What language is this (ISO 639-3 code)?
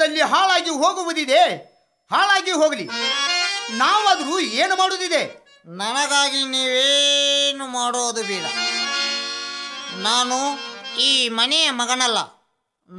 kan